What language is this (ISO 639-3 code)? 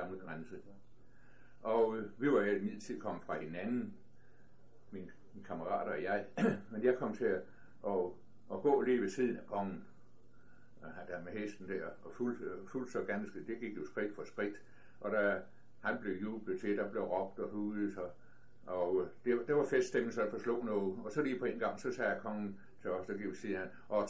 dan